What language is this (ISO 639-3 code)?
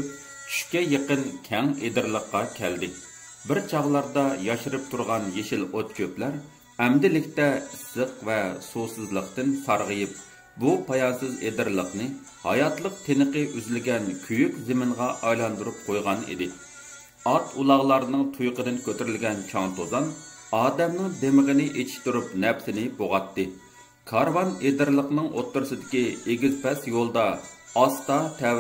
uig